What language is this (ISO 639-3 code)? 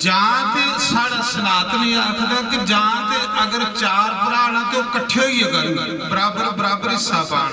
doi